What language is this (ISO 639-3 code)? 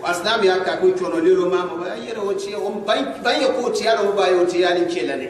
gux